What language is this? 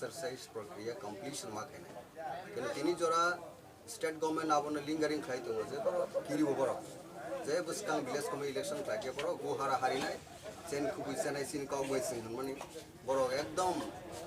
Kok Borok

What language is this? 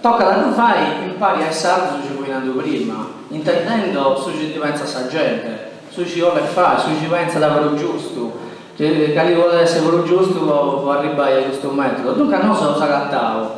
Sardinian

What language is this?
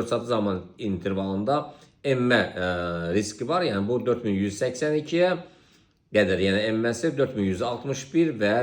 Azerbaijani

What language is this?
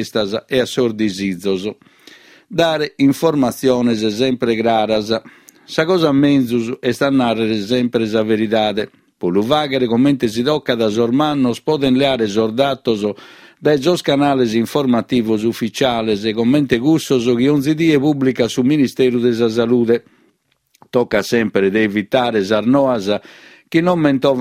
Sardinian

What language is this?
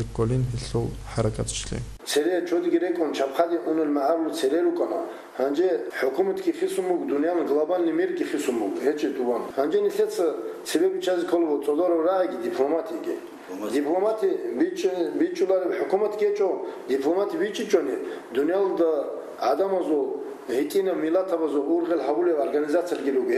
Avaric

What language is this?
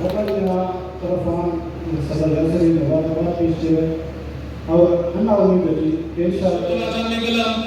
Brahui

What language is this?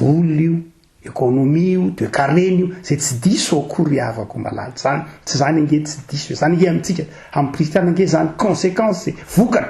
Malagasy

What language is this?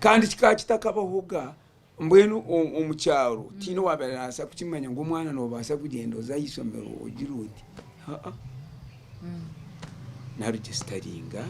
Nyankole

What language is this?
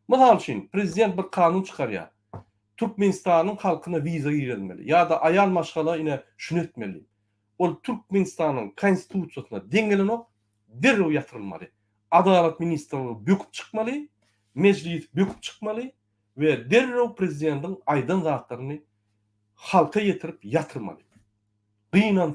Turkmen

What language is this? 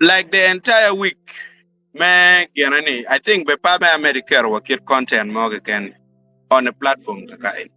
Acoli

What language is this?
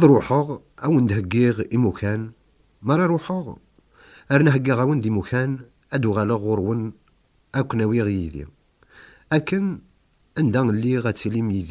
Kabyle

